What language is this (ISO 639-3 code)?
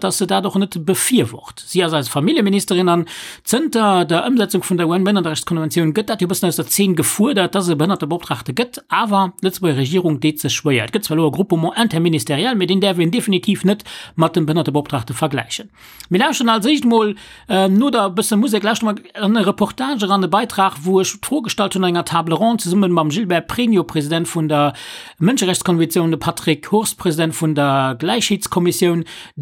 ltz